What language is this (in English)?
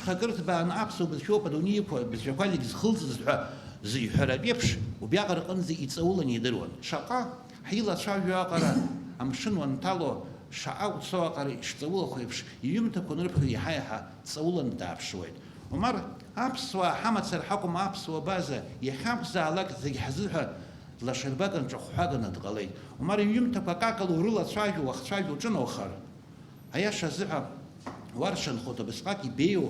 Abkhazian